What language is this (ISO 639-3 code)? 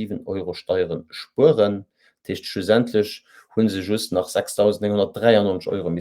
ltz